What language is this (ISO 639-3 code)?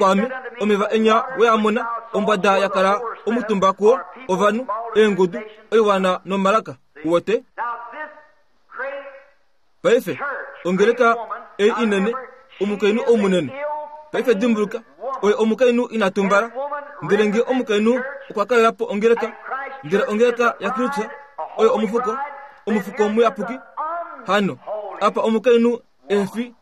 kua